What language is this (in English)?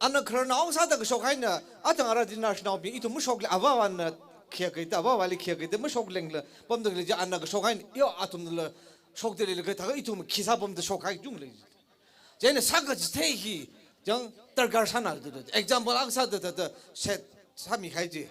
Tangkhul Naga (India)